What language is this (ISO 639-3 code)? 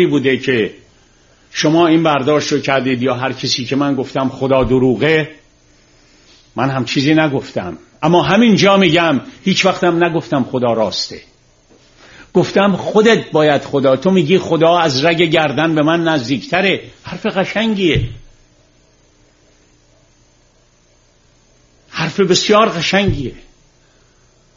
fas